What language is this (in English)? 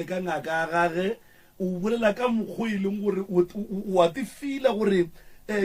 Northern Sotho